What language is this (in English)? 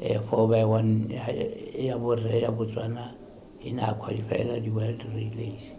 Tswana